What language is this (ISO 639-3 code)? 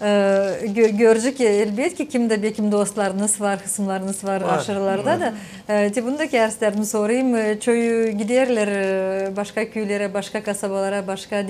gag